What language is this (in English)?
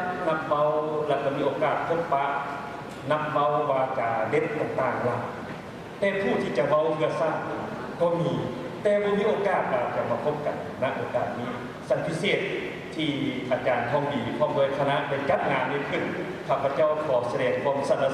Lao